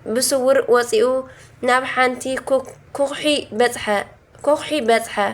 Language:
Tigrinya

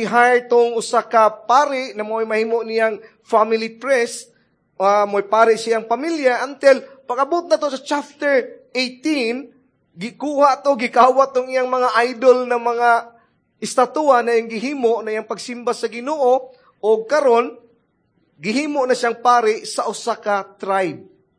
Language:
Cebuano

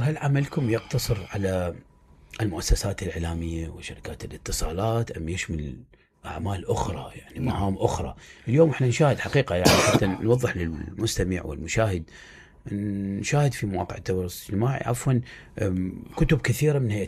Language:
Mesopotamian Arabic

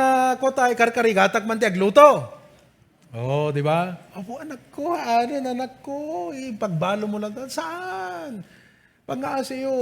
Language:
Iloko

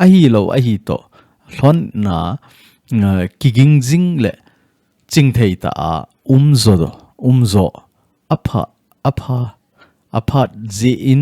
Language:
Thado Chin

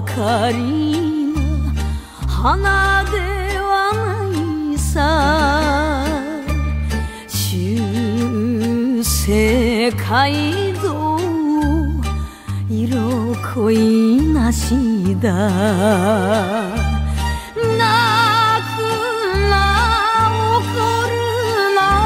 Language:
Japanese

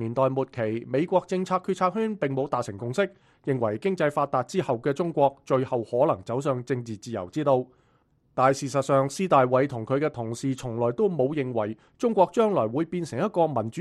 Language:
Cantonese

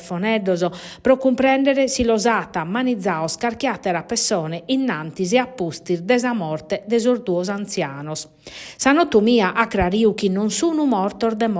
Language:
Sardinian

